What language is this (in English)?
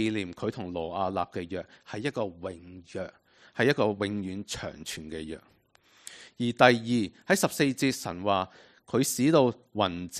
Cantonese